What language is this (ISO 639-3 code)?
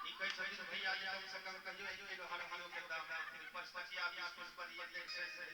mai